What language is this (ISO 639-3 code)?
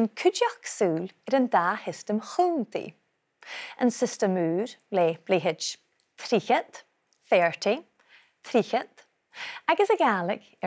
gla